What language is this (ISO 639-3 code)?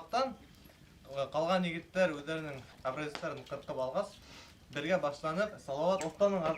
bak